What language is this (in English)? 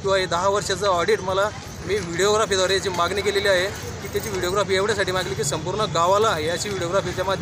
Marathi